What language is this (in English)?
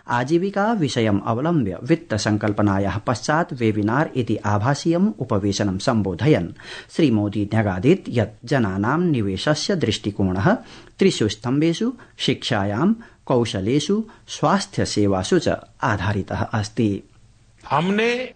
Sanskrit